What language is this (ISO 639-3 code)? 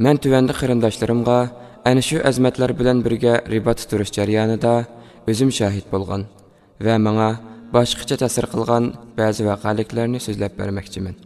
uig